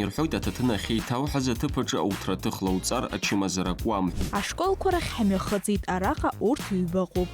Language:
Abkhazian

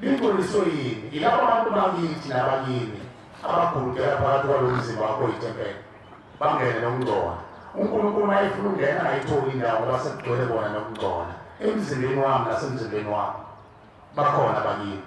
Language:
Zulu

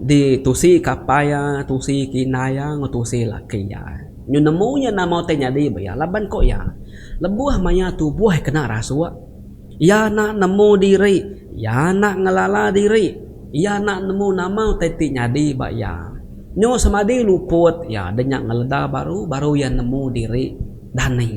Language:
Iban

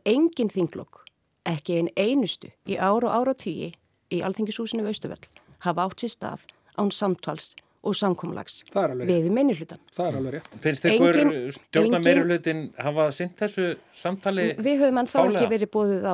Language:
Icelandic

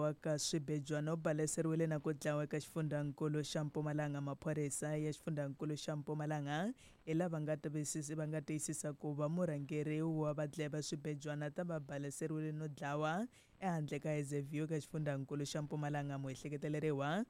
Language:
Tsonga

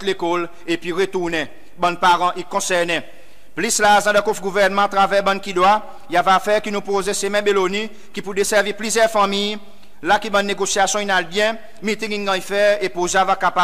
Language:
Seselwa Creole French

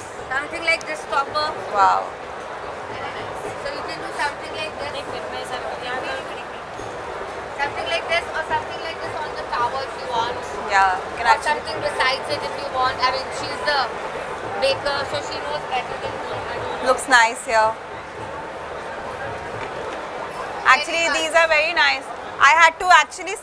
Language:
English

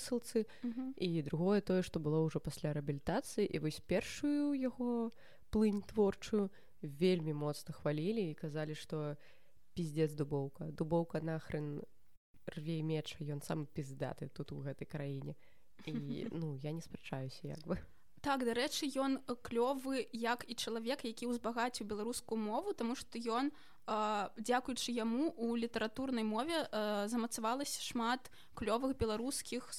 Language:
Belarusian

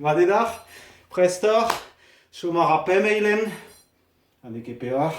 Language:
Breton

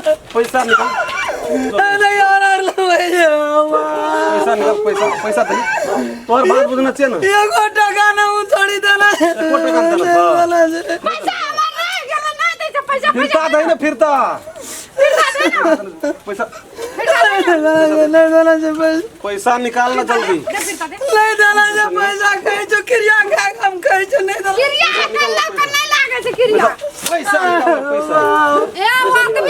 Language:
Maithili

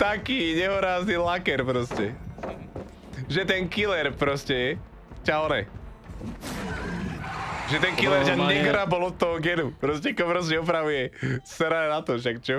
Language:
Slovak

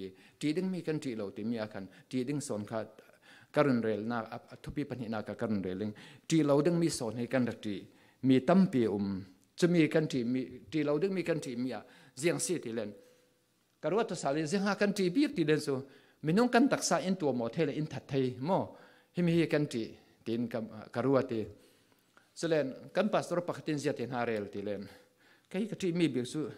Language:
Falam Chin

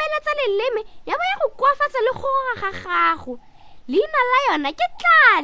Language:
Tswana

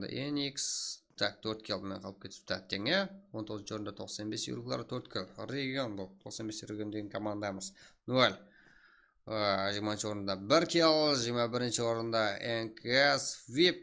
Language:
Kara-Kalpak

